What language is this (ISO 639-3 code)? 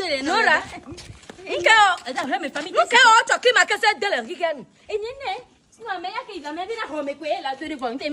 ewe